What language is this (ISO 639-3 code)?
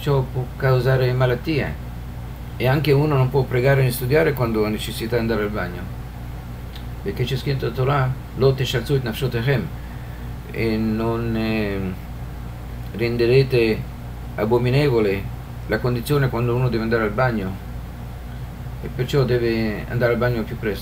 ita